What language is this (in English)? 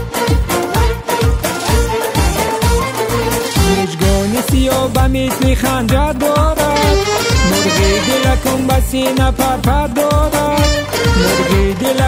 Persian